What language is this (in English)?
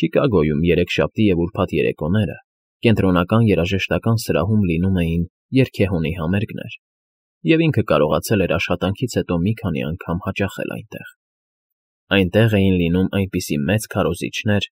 Armenian